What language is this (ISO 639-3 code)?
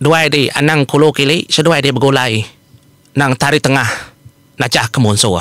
iba